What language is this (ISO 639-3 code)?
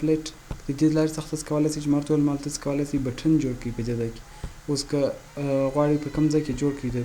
pus